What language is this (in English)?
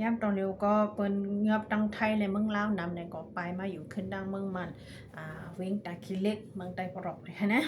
Shan